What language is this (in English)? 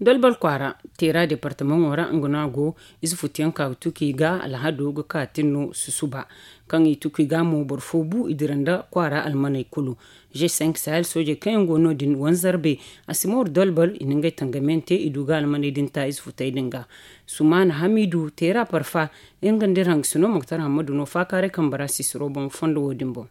Zarma